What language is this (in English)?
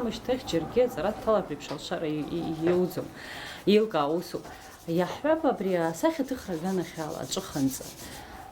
Abkhazian